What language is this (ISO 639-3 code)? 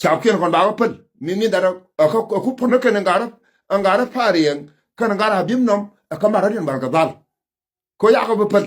nus